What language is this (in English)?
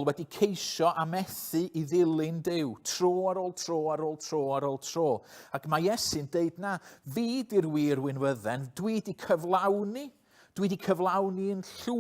Welsh